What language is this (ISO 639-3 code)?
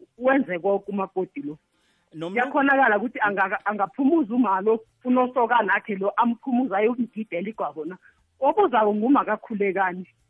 nbl